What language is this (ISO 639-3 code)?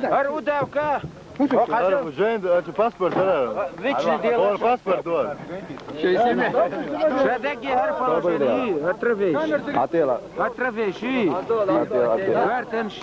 che